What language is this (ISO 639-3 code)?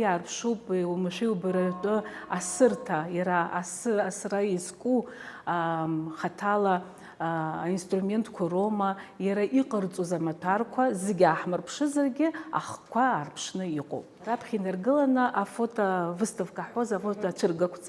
abk